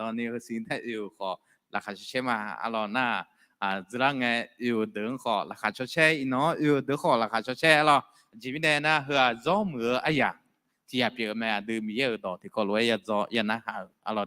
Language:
Akha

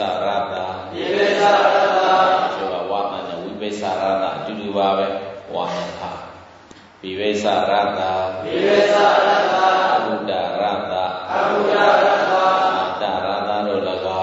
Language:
Burmese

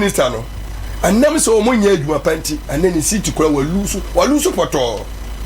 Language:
Akan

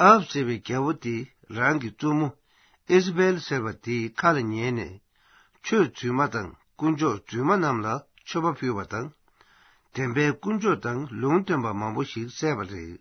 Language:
Tibetan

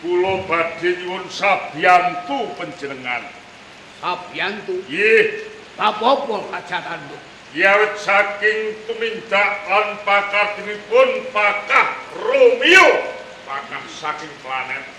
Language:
Javanese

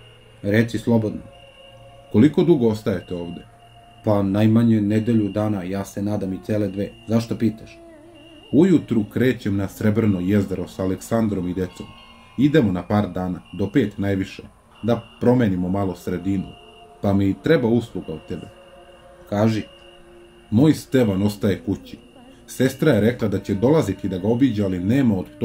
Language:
Serbian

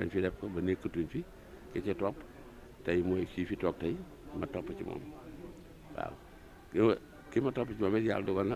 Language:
Wolof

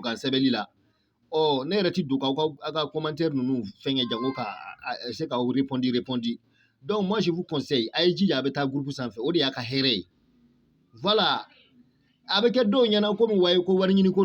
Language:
Bambara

